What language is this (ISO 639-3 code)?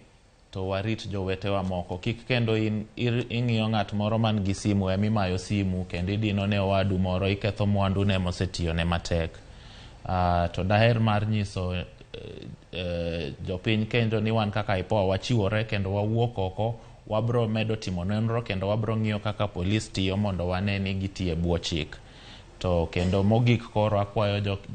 luo